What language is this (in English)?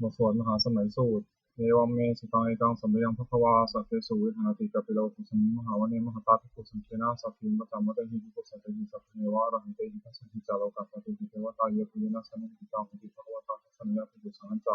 Pali